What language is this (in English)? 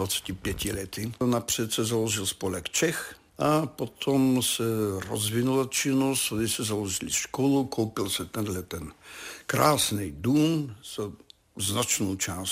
Czech